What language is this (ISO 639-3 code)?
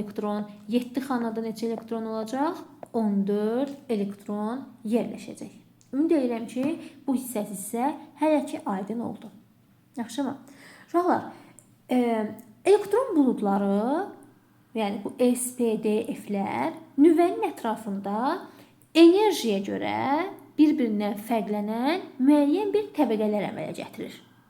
aze